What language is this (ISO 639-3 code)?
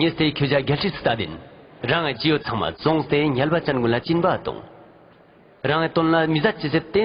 lbj